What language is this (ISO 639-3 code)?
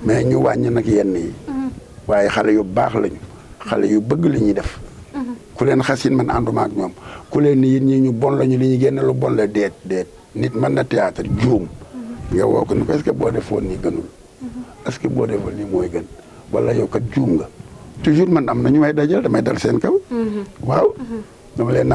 wol